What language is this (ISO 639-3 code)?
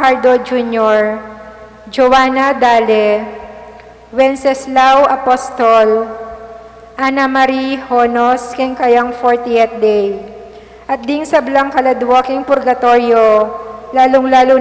pam